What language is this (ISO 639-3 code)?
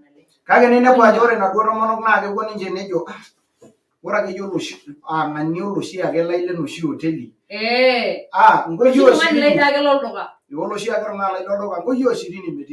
mas